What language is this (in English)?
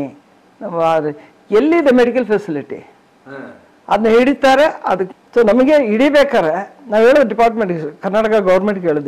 Kannada